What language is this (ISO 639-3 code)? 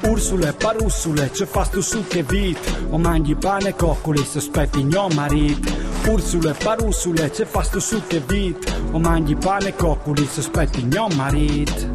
fur